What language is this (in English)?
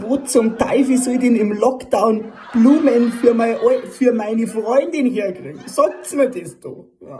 Bavarian